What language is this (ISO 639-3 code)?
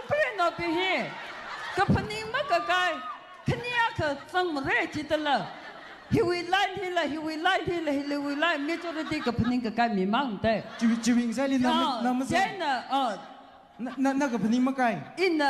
nmf